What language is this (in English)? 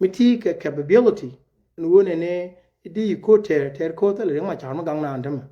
Nuer